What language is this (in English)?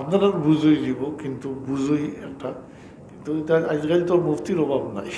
Sylheti